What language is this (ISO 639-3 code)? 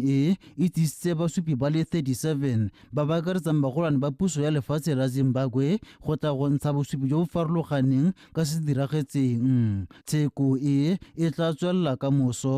tsn